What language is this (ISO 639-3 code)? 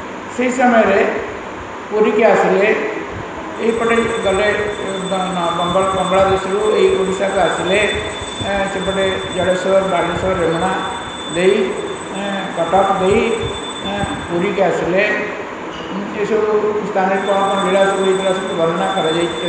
ori